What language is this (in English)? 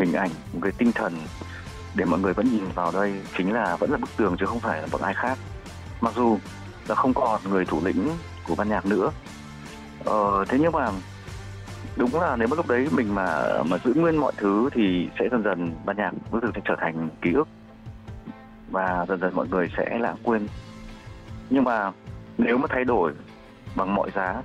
Vietnamese